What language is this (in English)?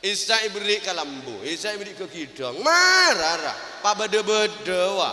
Madurese